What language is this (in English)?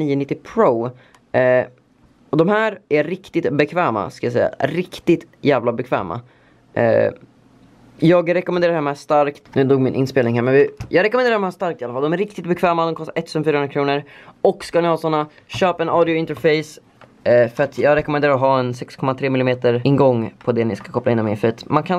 Swedish